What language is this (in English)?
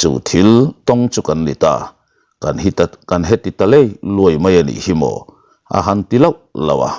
Mizo